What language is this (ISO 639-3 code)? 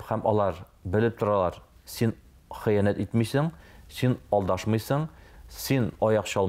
tat